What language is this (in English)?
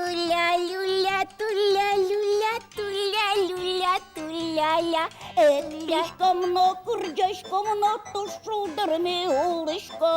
Udmurt